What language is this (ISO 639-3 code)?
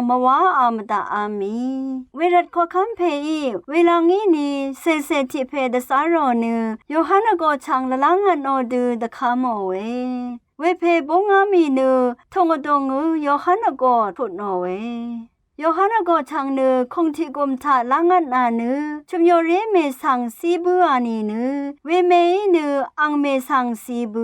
raw